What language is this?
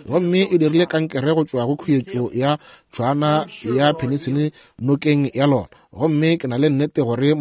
Northern Sotho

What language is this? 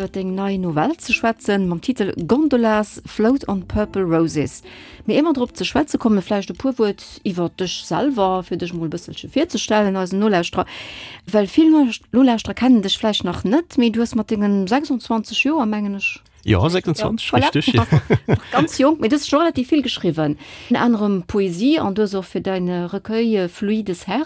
Luxembourgish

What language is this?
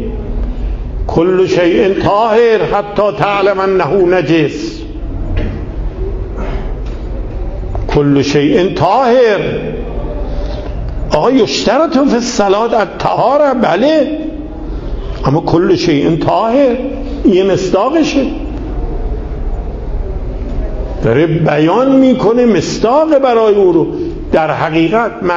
Persian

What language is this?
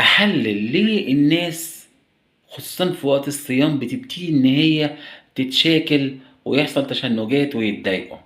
Egyptian Arabic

